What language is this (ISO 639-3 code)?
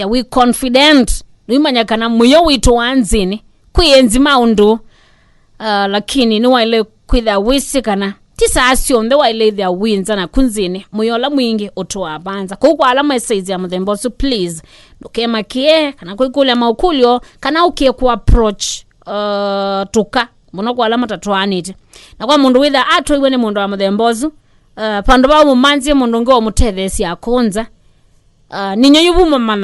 kam